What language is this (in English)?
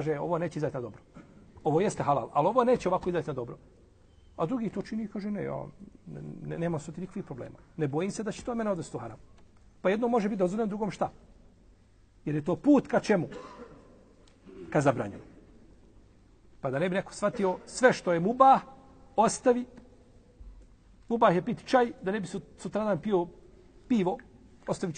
Bosnian